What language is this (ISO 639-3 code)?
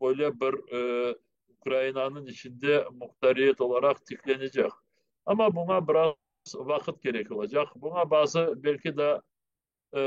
crh